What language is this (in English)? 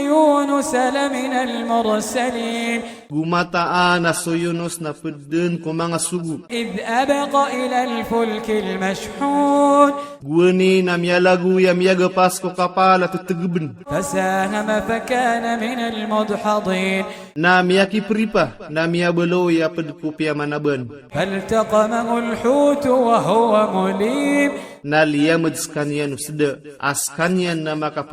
Maranao